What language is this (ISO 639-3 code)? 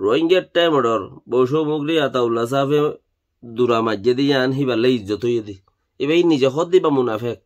rhg